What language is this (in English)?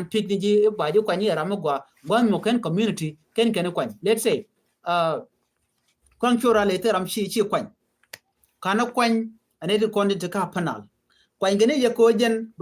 Nuer